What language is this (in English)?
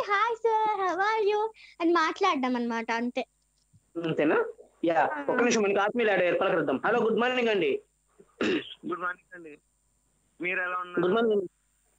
Telugu